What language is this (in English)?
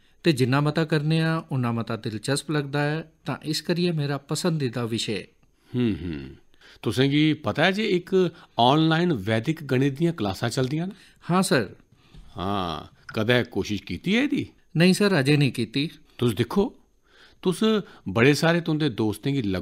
Dogri